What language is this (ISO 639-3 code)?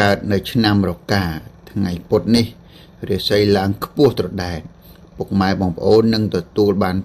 khm